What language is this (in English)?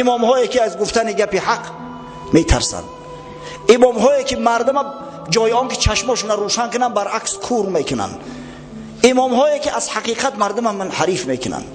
Tajik